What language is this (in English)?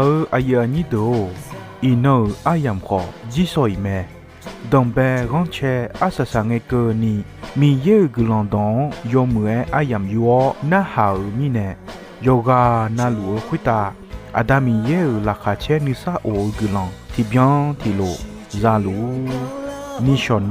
Akha